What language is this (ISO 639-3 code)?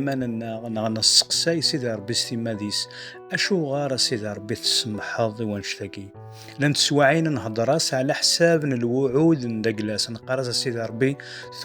kab